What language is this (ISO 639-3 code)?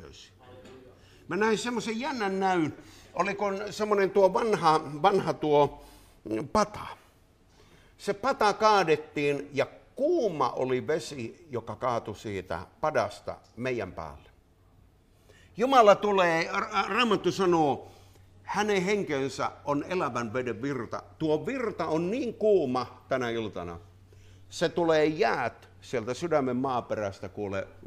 fin